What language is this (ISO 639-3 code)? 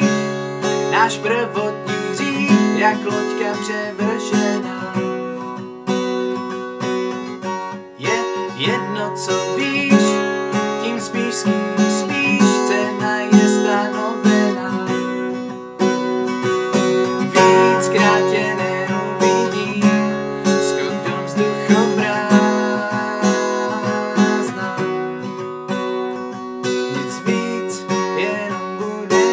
ces